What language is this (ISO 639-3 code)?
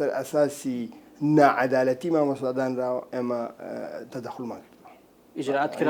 ckb